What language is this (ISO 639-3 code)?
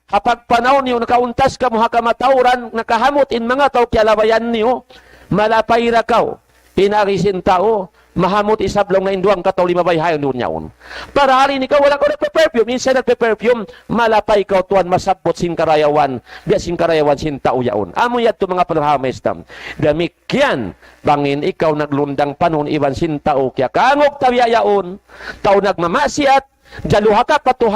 tsg